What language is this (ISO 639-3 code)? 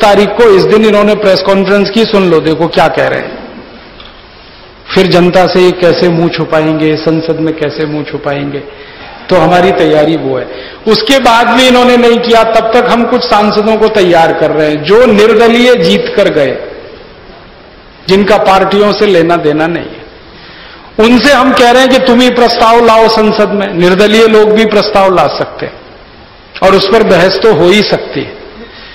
hin